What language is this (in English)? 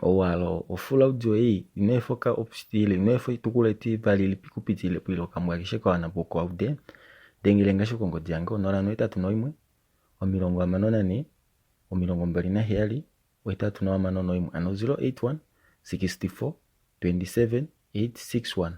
Kuanyama